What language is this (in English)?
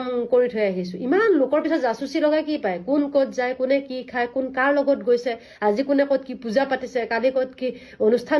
Assamese